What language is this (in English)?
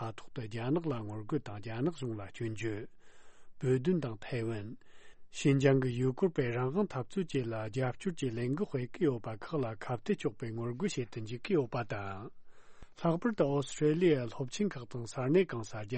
Tibetan